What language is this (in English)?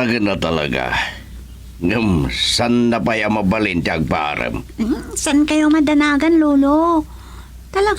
Iloko